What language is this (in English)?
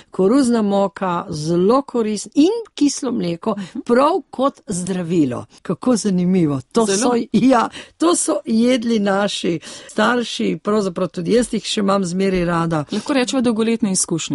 Slovenian